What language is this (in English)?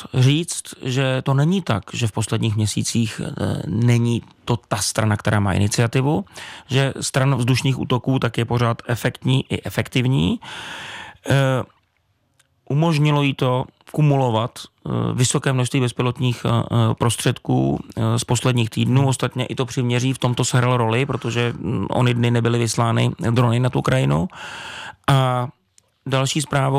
Czech